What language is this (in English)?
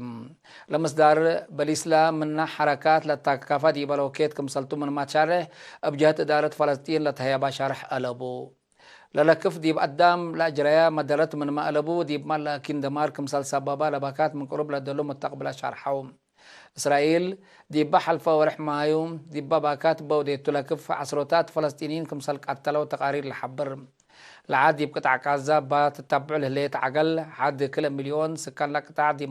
Tigre